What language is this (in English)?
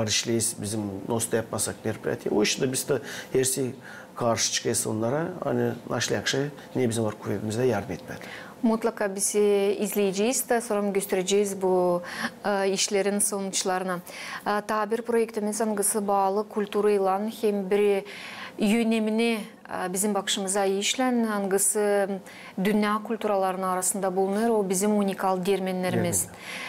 Gagauz